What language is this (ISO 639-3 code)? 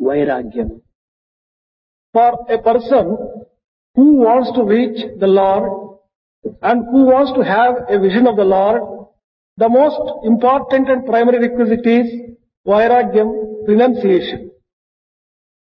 tel